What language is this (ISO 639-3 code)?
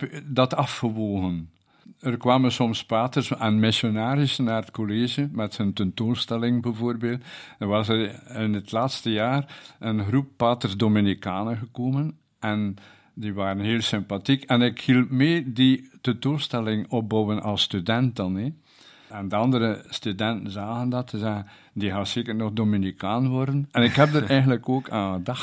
nld